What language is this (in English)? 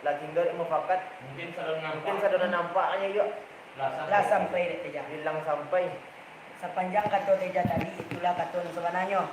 Minangkabau